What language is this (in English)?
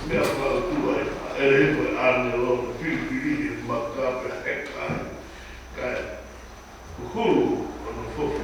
Tongan